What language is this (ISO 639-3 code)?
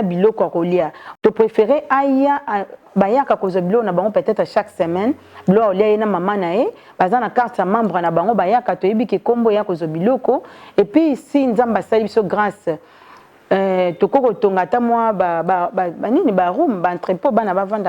lin